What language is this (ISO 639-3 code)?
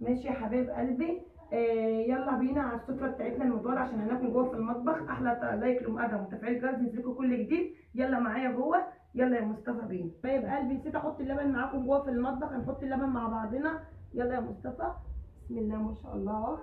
arz